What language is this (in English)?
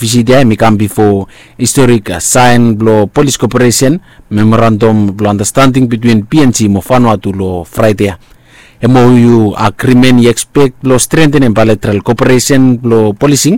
Bislama